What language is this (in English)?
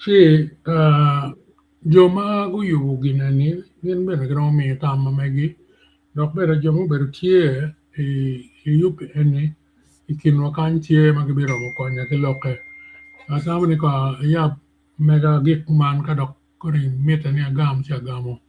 Acoli